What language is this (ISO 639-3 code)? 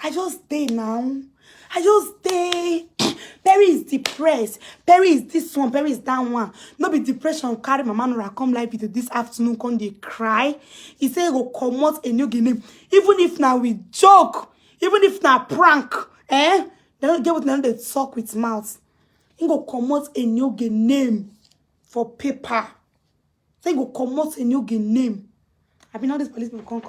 pcm